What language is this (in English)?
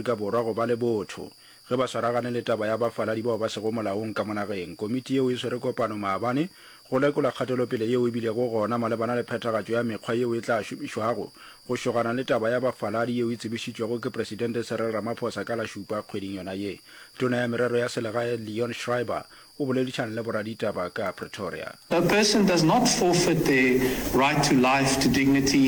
Northern Sotho